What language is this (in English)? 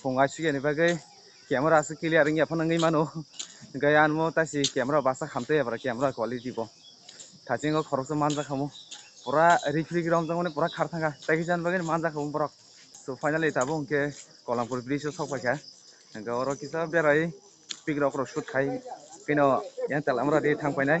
Kok Borok